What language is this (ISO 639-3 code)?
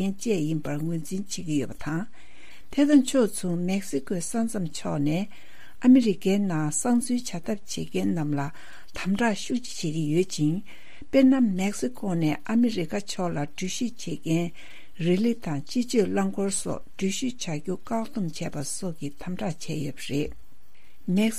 bod